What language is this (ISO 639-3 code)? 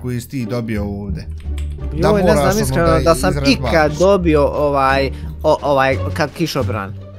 bos